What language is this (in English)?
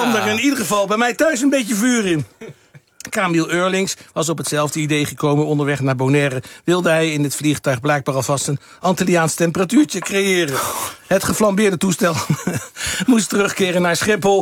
Dutch